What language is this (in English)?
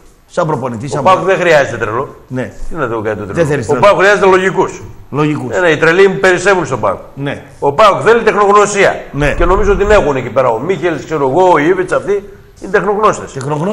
Greek